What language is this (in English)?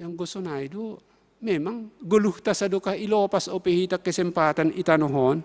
Batak Simalungun